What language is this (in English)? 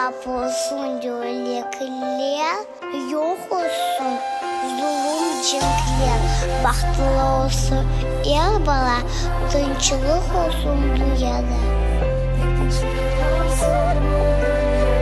Crimean Tatar